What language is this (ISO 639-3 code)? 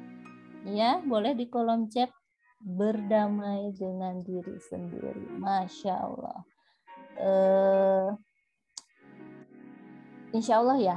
ind